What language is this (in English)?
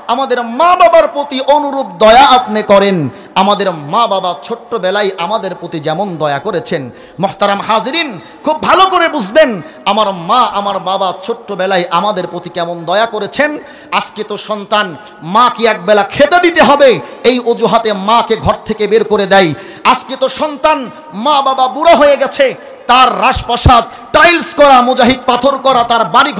Bangla